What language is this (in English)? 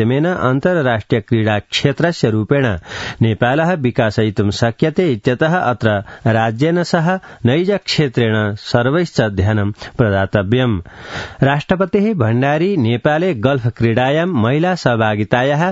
Sanskrit